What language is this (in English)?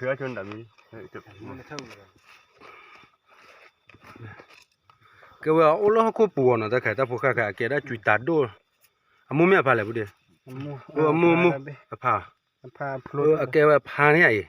S'gaw Karen